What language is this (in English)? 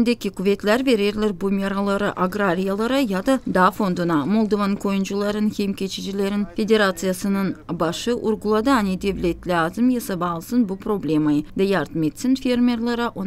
Gagauz